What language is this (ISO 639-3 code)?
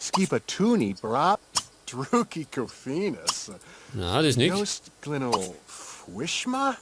bar